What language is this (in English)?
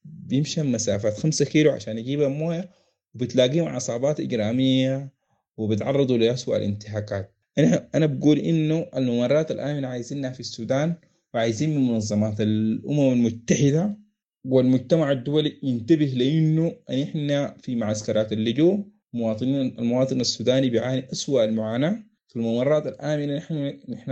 Sudanese Arabic